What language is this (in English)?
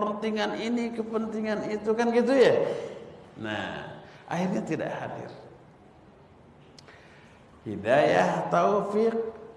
Indonesian